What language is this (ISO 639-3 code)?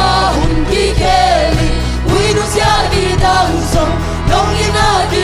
ctd